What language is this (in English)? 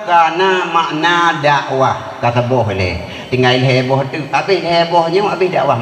Achinese